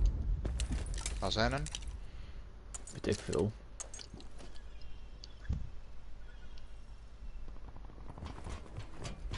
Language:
Dutch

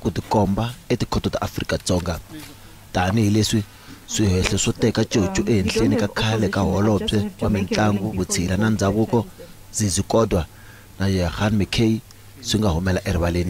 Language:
Tsonga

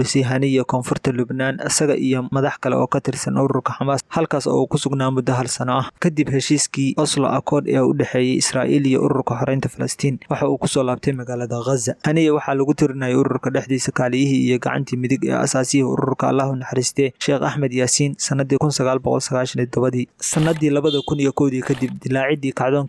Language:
Somali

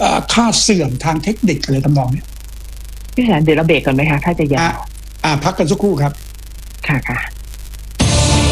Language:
Thai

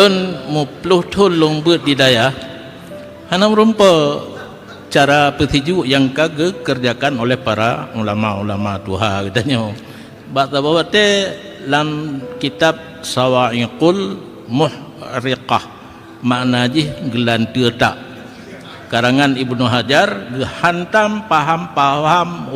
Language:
Achinese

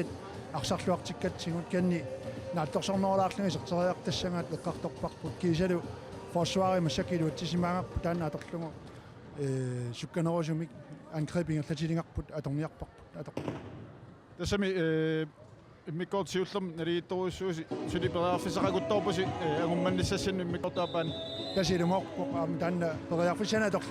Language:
Kalaallisut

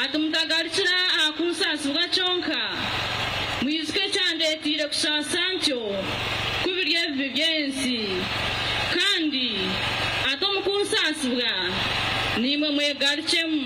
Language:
Nyankole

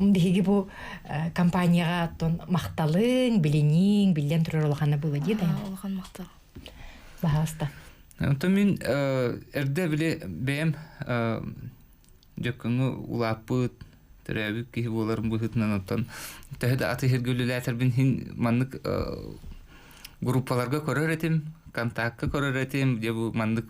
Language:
Yakut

